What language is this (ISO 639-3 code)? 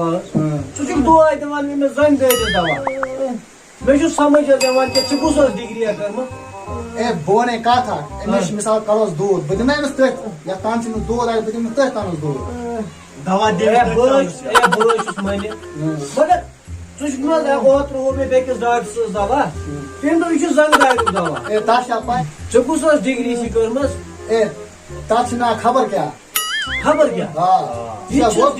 kas